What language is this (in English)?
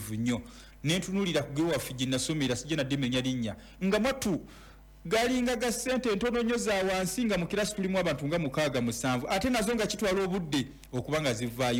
Ganda